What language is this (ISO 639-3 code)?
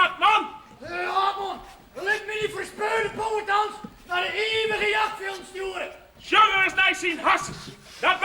fry